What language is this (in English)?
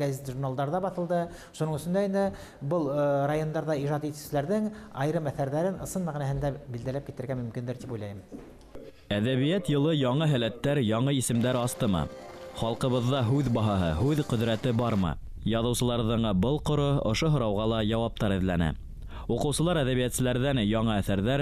Bashkir